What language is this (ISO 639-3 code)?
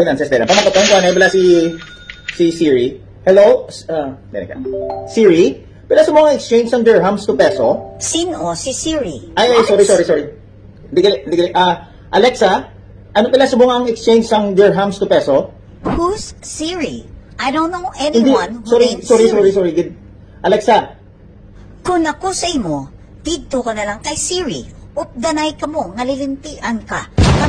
hil